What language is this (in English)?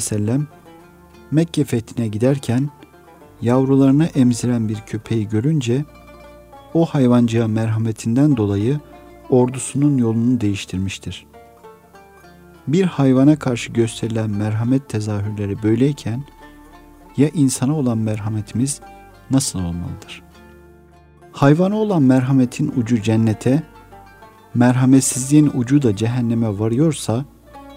Turkish